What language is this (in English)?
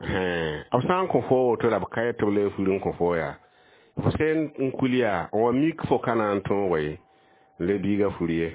Mossi